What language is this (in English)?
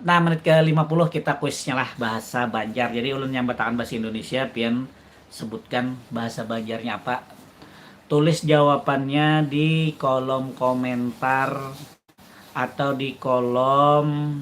Banjar